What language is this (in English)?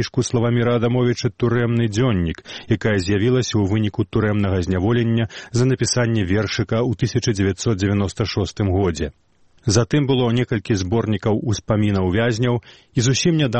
Belarusian